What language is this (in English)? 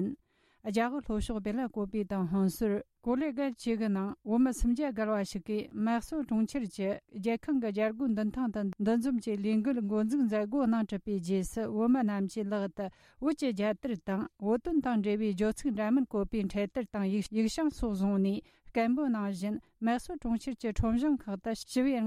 Tibetan